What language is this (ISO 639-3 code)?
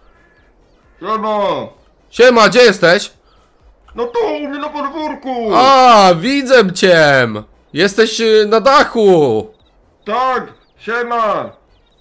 pol